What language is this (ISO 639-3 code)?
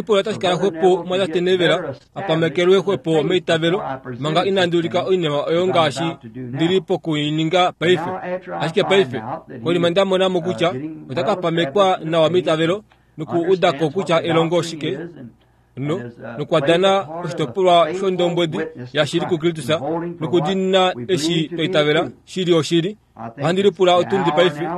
kua